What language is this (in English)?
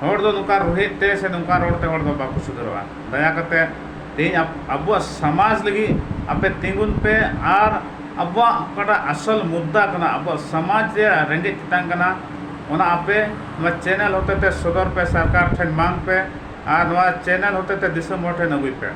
Santali